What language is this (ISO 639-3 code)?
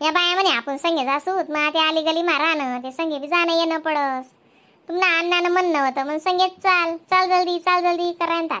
khn